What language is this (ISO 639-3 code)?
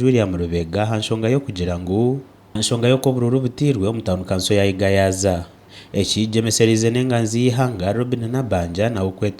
nyn